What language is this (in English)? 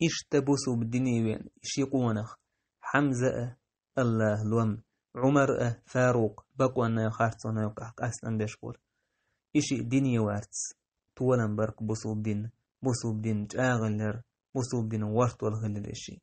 Chechen